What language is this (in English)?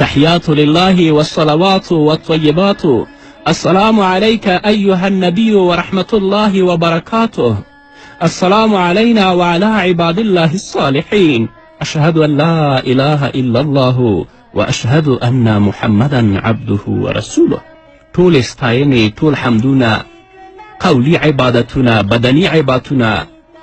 Pashto